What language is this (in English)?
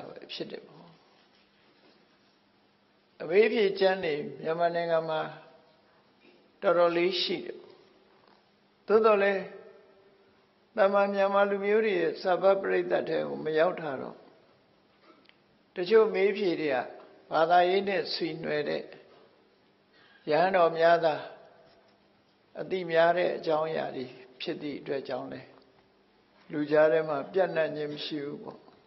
Burmese